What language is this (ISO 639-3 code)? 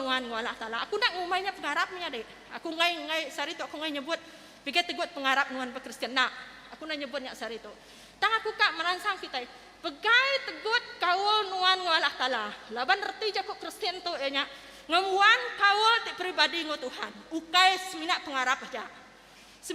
iba